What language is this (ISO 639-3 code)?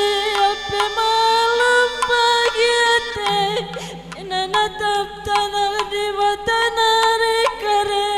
btx